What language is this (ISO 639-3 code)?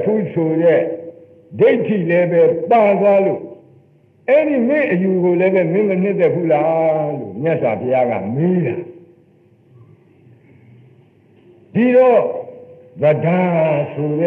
mya